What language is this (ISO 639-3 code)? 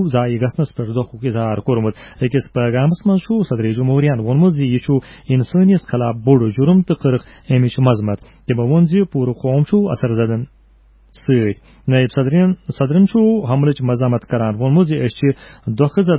kas